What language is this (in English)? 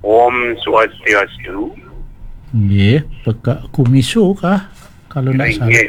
Balinese